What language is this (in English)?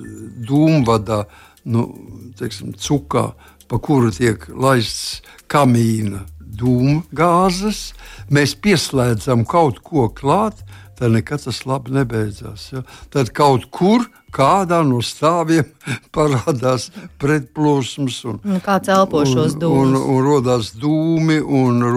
Latvian